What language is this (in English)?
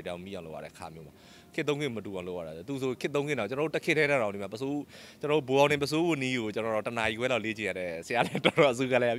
Burmese